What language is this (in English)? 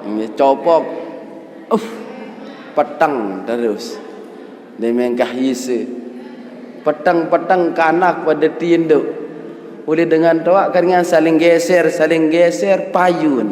Sasak